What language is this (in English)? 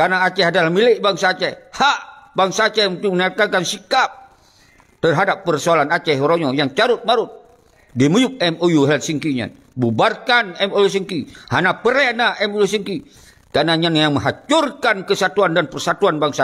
Achinese